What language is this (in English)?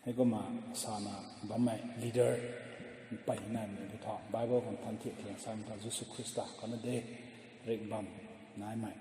Rongmei Naga